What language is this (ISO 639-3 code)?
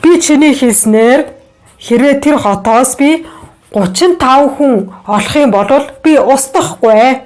mon